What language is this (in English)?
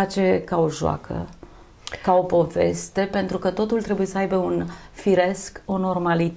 Romanian